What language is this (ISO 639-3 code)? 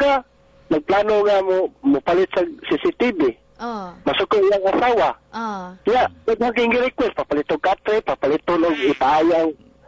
ceb